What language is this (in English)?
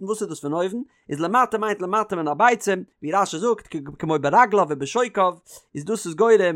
Yiddish